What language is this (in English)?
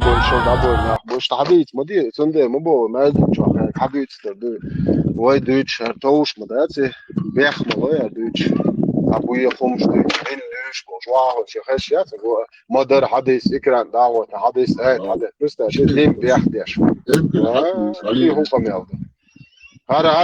Chechen